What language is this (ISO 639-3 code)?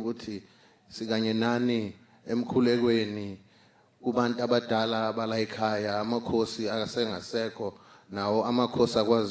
ssw